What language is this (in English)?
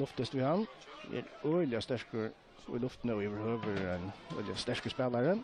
Faroese